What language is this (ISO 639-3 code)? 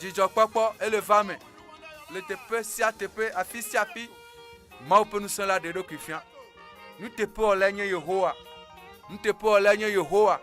ewe